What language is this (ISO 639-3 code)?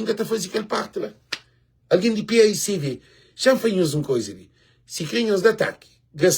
kea